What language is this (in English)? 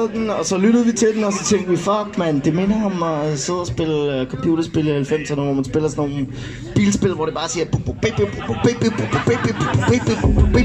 Danish